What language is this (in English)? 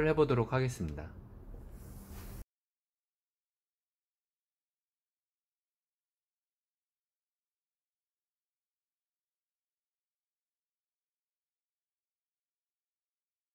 Korean